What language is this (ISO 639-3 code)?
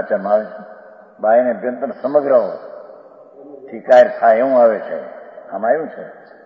guj